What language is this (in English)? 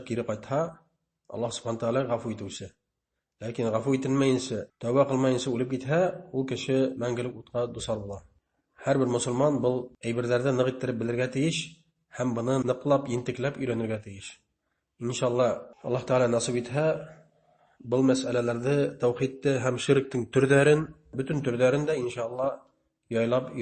Bashkir